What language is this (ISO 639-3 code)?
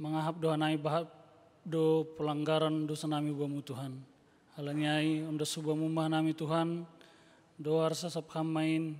bts